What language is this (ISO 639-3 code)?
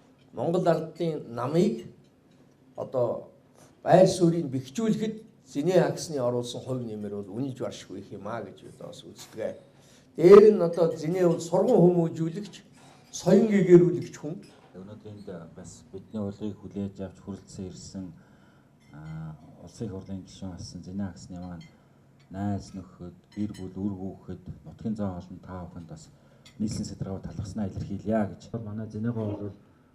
mon